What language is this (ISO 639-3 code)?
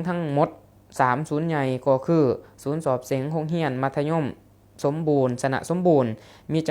lao